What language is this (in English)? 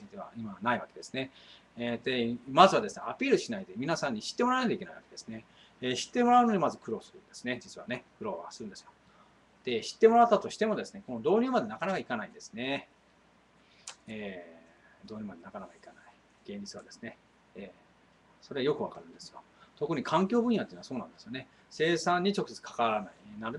Japanese